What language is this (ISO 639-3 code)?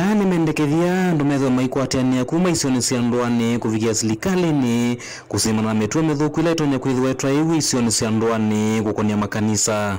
kam